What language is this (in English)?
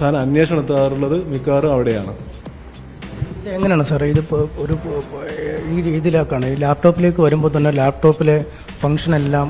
Malayalam